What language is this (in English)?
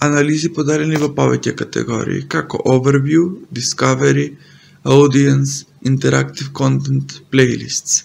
Macedonian